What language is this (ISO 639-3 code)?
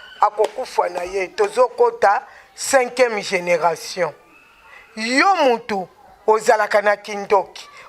lin